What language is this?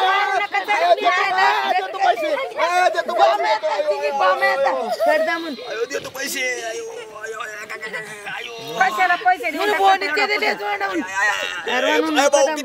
Marathi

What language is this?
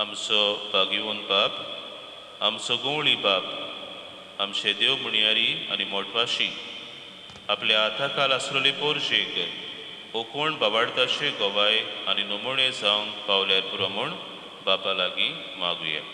Konkani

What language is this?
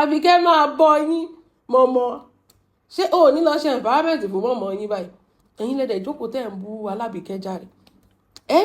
Yoruba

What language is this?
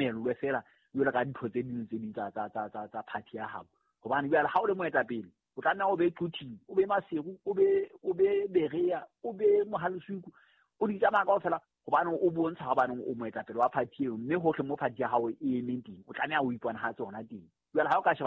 Southern Sotho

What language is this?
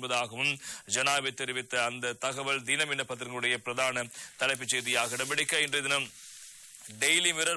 Tamil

